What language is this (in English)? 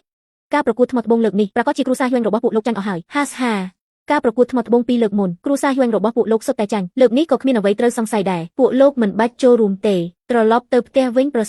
Khmer